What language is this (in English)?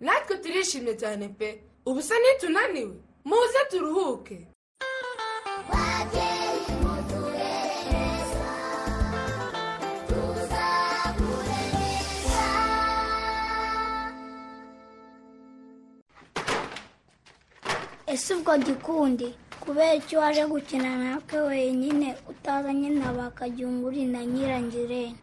Kinyarwanda